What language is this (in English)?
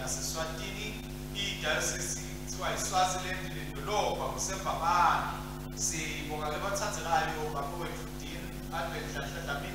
Swati